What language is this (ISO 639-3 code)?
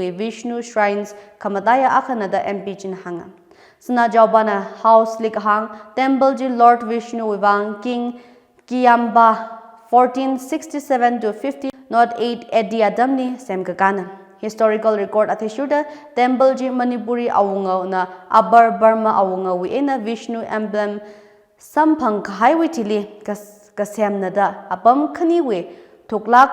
nmf